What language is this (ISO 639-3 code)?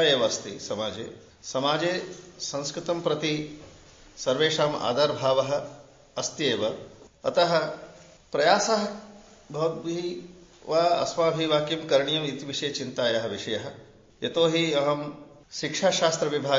san